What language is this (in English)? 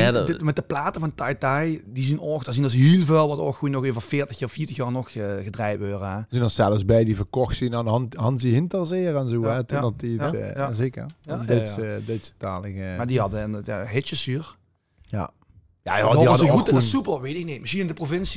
Limburgish